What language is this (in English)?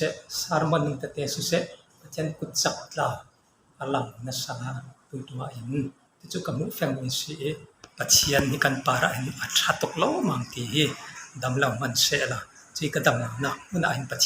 Falam Chin